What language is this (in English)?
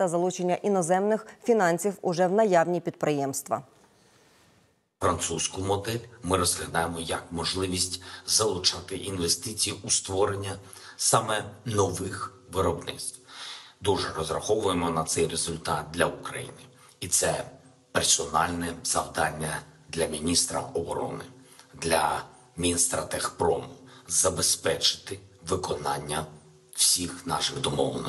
Ukrainian